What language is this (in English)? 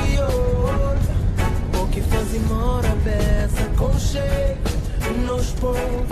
Kabuverdianu